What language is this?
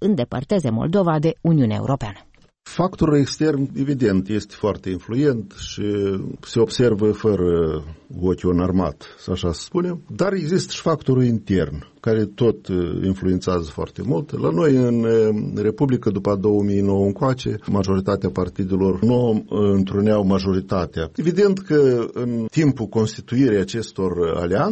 Romanian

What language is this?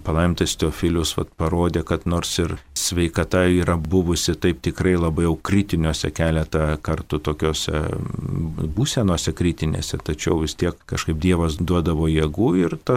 Lithuanian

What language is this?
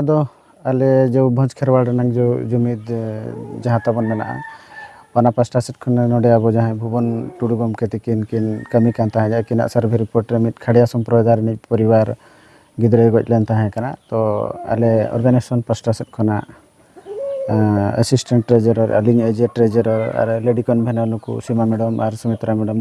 Santali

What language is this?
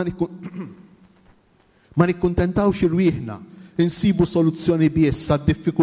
Maltese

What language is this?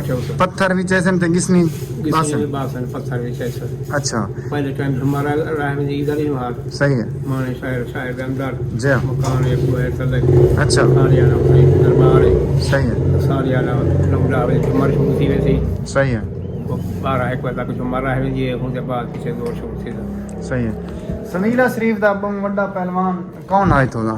Saraiki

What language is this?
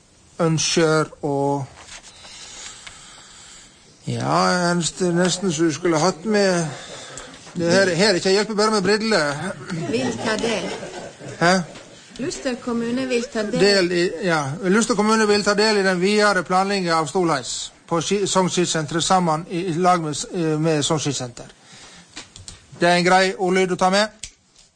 Norwegian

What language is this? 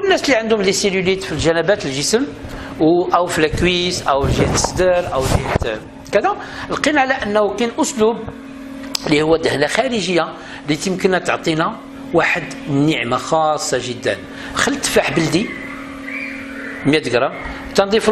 Moroccan Arabic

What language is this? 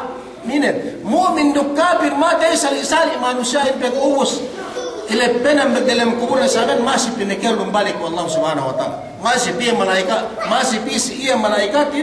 Yakan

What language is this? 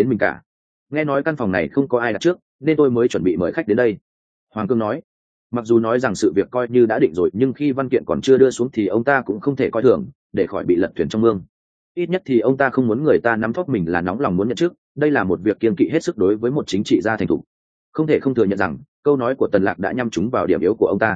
Vietnamese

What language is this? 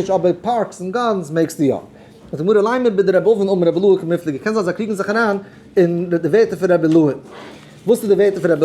Yiddish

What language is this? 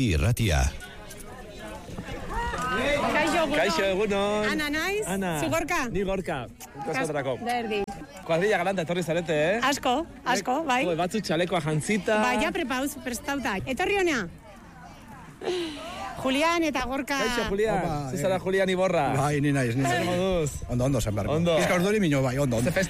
Basque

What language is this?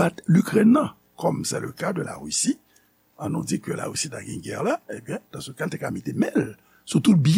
Haitian Creole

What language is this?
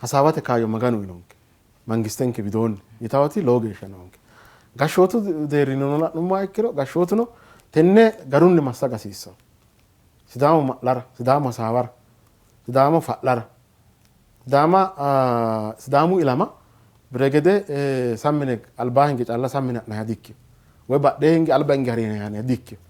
Sidamo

